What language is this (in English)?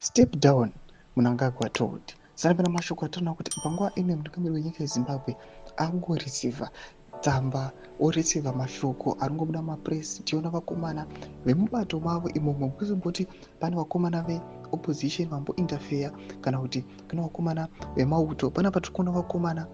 Shona